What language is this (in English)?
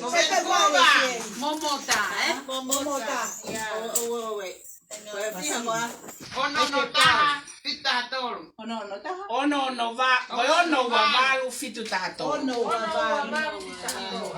Tongan